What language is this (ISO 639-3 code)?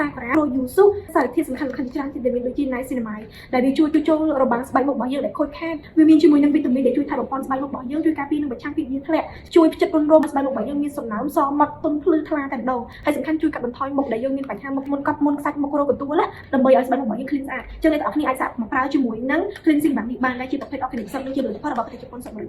khm